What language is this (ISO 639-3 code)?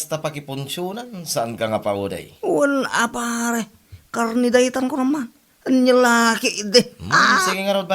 ilo